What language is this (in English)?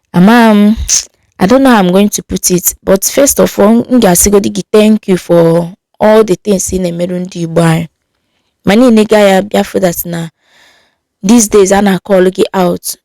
Igbo